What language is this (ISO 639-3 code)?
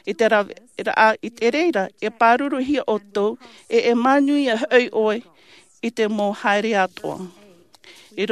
tah